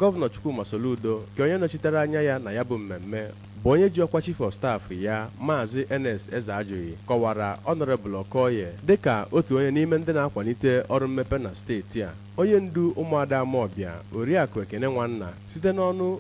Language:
Igbo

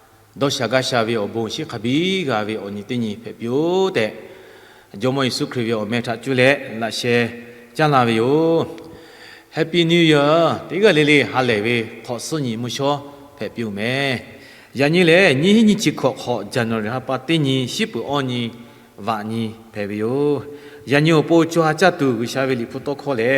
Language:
Lahu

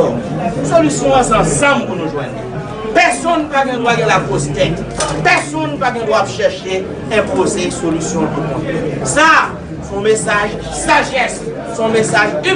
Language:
Haitian Creole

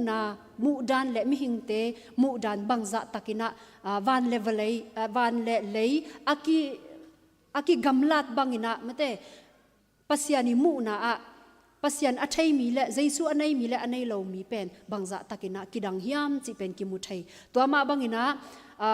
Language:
Tedim Chin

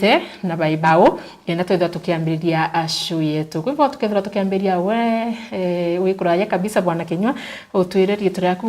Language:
Meru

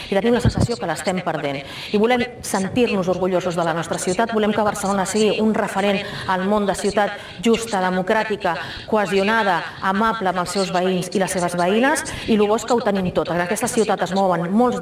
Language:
Catalan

